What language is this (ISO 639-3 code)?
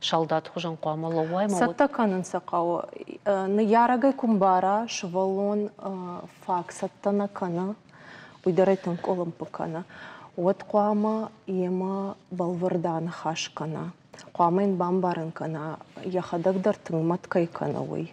oss